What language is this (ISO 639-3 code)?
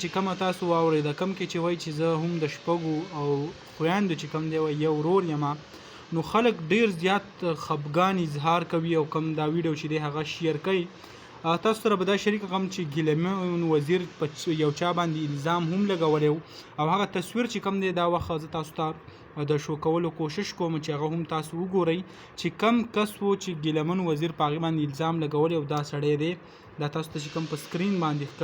pus